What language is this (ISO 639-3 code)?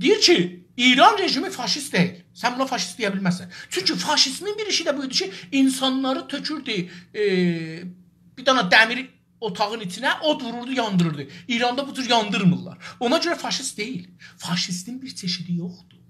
azb